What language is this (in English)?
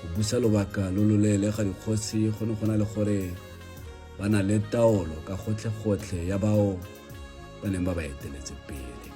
Tswana